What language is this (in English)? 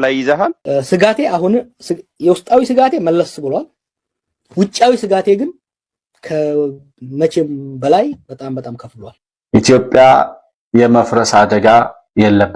Amharic